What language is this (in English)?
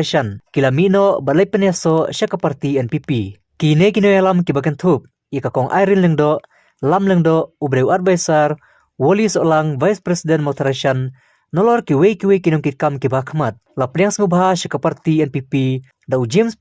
Khasi